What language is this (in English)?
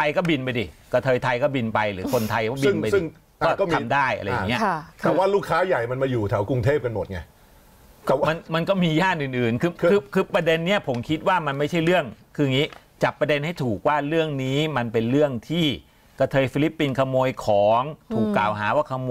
Thai